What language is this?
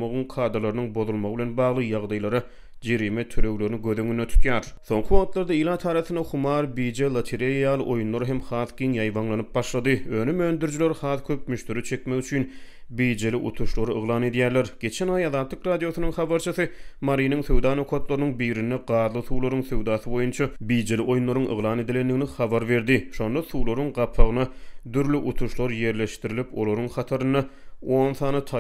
Turkmen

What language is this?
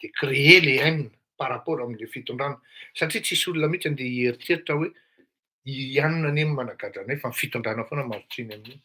Malagasy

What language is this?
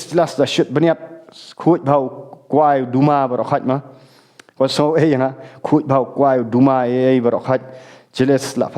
Khasi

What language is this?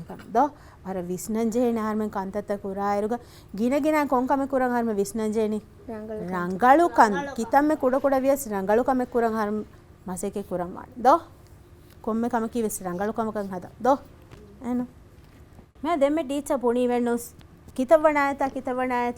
Divehi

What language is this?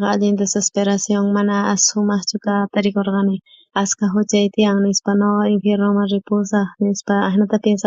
South Bolivian Quechua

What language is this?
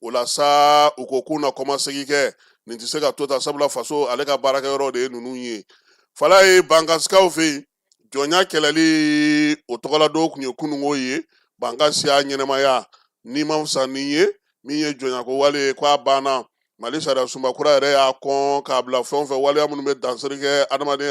Bambara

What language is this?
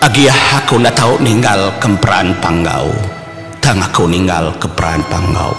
Iban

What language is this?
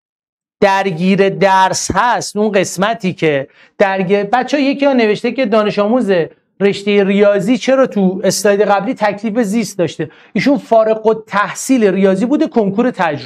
Persian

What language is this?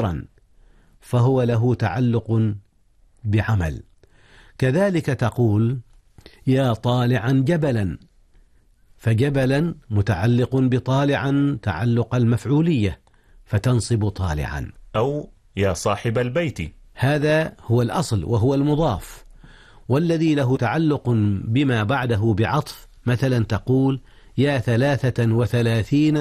Arabic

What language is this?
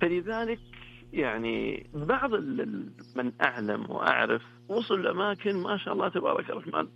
Najdi Arabic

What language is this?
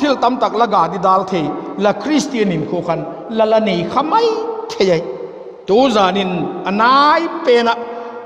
Vaiphei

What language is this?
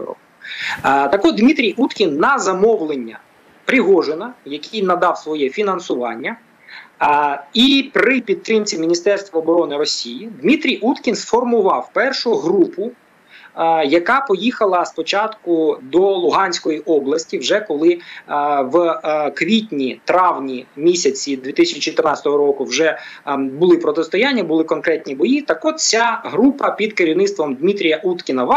Ukrainian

